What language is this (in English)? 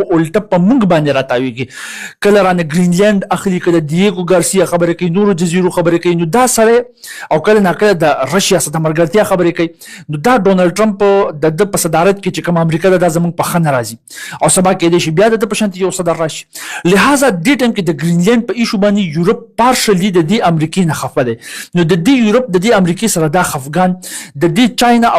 Pashto